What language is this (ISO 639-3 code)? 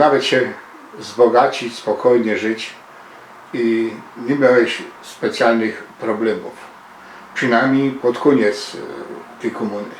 szl